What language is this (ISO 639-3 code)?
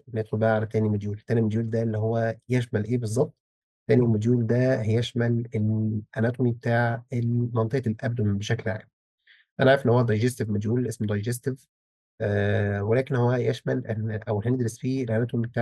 arz